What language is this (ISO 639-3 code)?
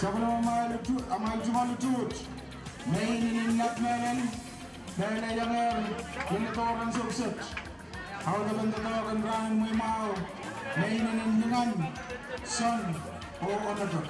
pon